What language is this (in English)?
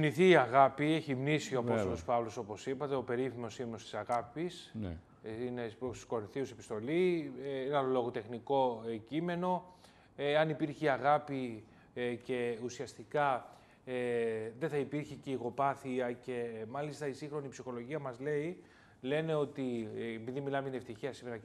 Greek